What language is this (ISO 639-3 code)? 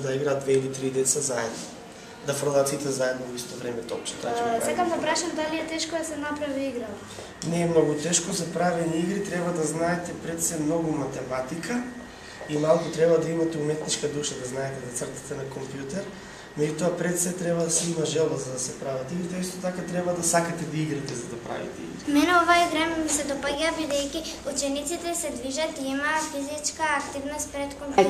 mkd